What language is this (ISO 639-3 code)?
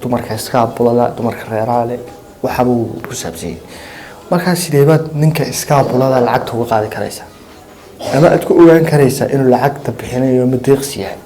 som